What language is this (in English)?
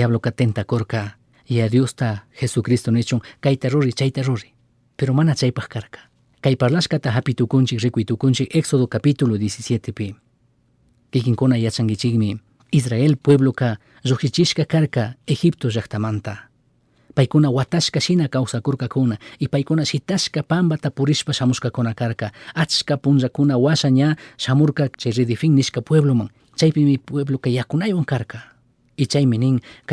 Chimborazo Highland Quichua